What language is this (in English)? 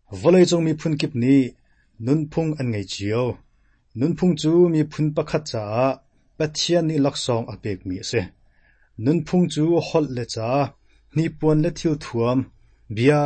Hakha Chin